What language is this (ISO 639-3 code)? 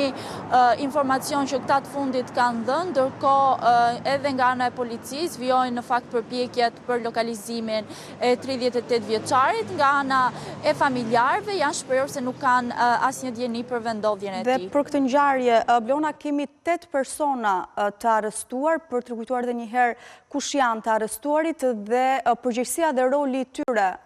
sqi